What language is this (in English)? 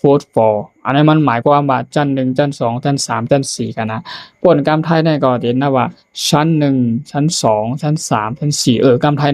Shan